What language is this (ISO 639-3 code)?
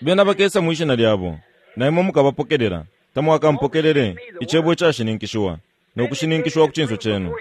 bem